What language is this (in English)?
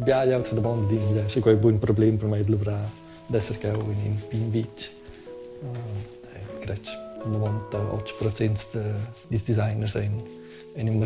Romansh